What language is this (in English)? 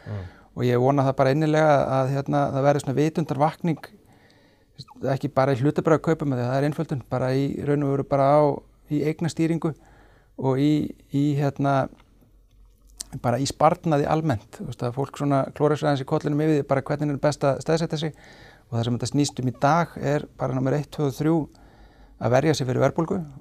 Icelandic